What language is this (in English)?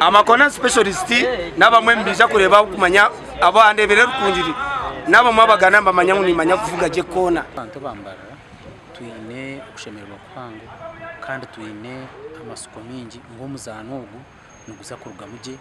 Nyankole